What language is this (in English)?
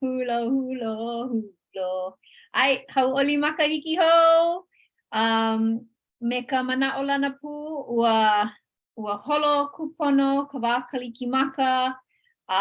Hawaiian